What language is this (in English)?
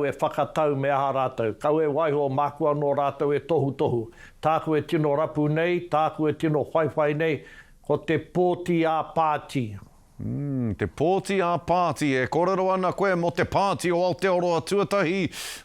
Māori